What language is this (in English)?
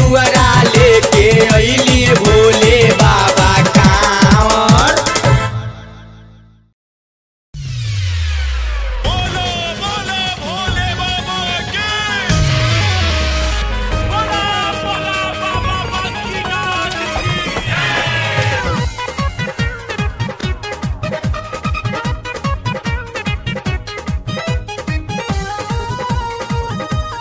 Bhojpuri